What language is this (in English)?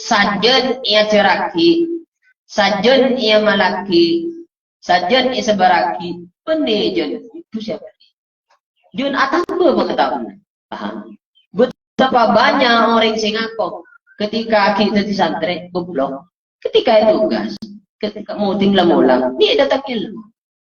Madurese